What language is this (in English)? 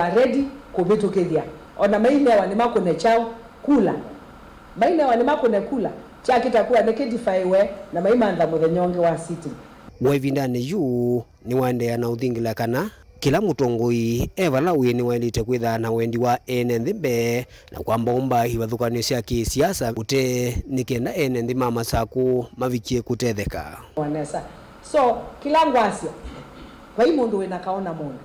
Kamba